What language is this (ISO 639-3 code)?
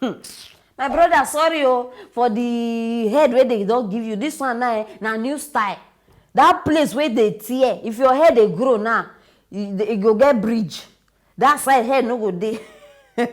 pcm